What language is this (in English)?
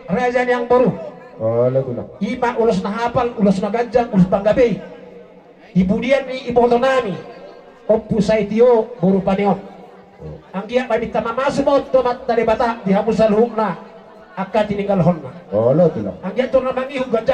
Batak Toba